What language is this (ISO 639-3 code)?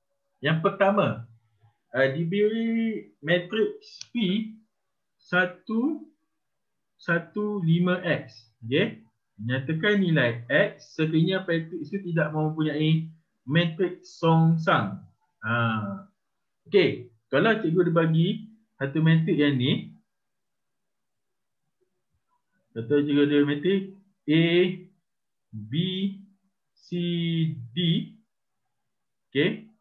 msa